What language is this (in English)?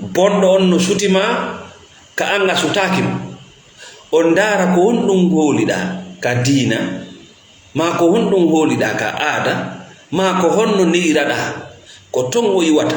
Fula